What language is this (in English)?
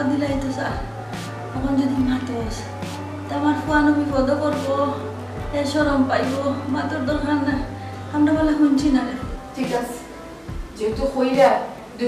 Sylheti